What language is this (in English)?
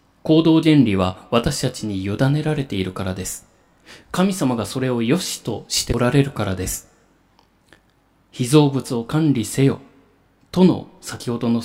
Japanese